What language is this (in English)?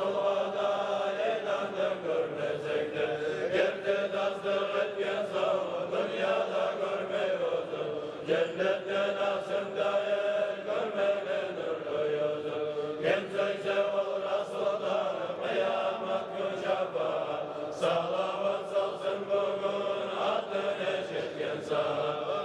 Kumyk